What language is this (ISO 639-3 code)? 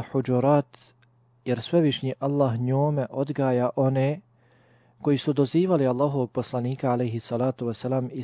bos